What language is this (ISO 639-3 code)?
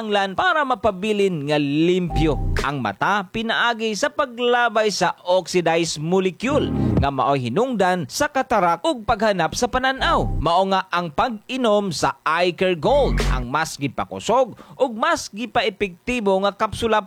ceb